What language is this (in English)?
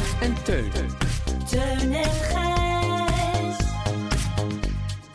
Dutch